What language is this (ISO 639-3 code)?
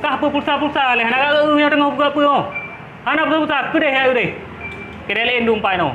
ace